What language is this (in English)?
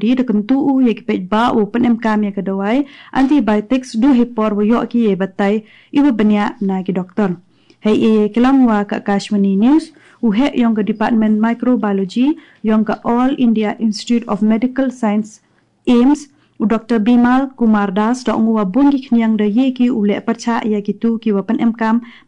Khasi